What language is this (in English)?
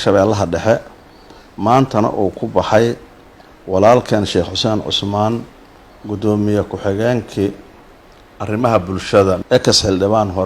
Somali